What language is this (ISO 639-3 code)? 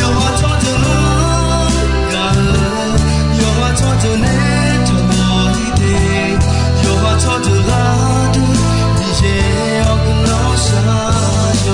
ahk